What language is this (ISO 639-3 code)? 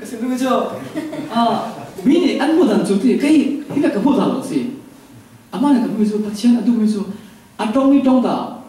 cfm